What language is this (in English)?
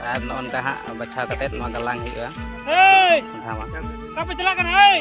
Santali